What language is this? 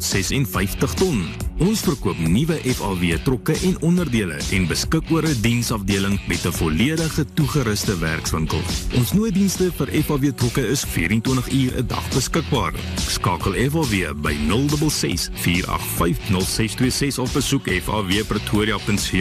Afrikaans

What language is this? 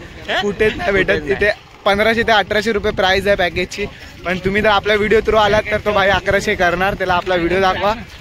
Marathi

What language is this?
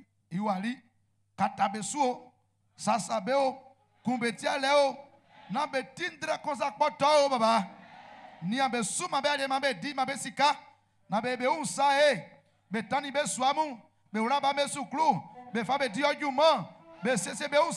Baoulé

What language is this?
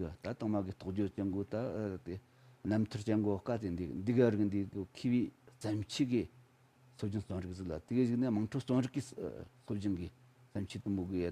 Tibetan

